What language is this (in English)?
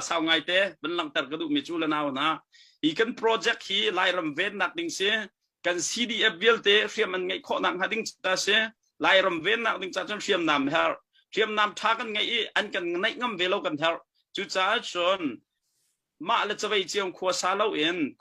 Hakha Chin